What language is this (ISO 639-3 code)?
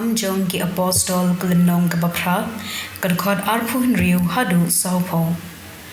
kha